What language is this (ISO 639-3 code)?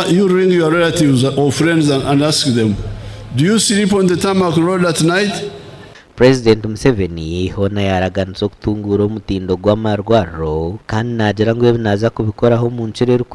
nyn